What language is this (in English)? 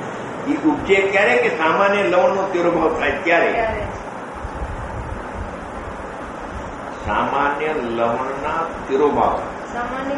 Gujarati